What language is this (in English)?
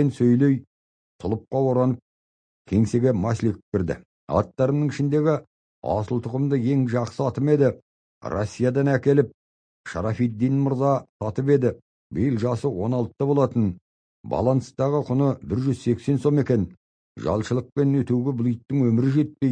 Kazakh